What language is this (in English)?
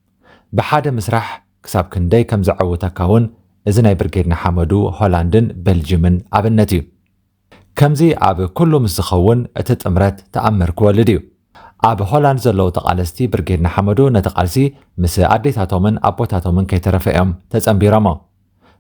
Tigrinya